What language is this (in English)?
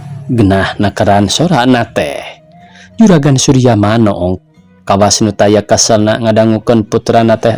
Sundanese